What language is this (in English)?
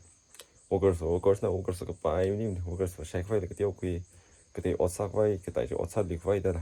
Tangkhul Naga (India)